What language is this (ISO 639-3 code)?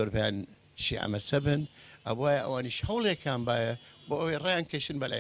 kur